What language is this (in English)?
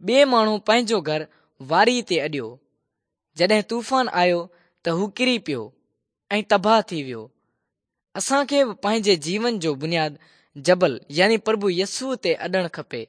Sindhi